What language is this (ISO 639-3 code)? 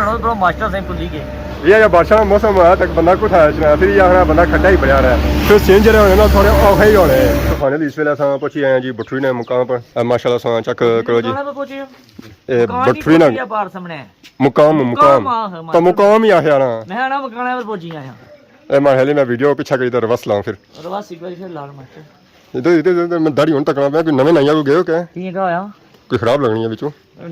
phr